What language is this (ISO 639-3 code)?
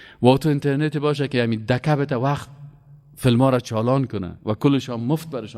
fas